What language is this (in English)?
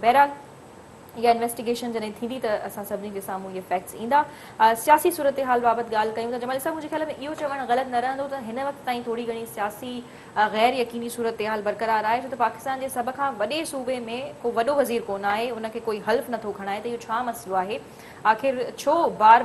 Sindhi